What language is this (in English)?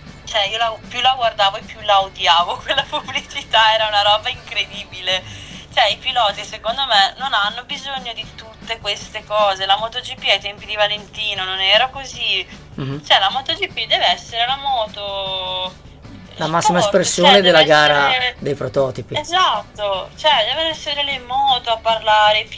Italian